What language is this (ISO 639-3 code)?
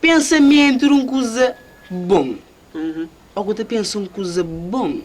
kea